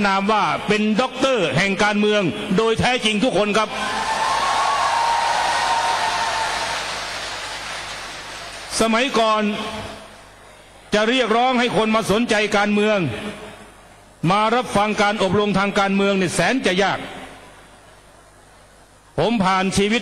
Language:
Thai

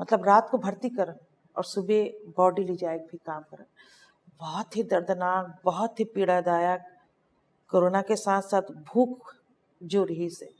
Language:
Chhattisgarhi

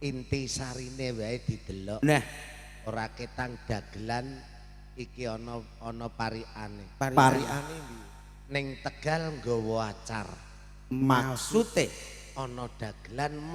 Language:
Javanese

